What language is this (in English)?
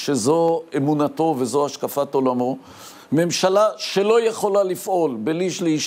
Hebrew